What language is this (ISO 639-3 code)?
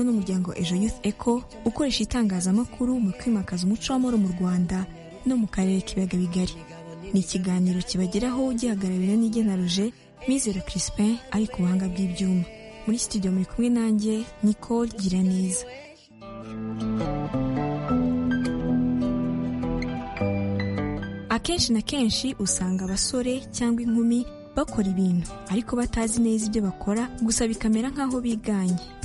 kin